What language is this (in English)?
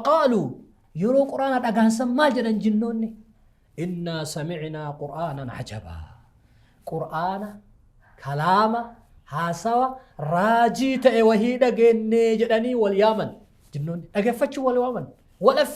Oromo